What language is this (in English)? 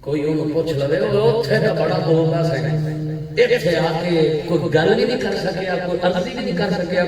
Saraiki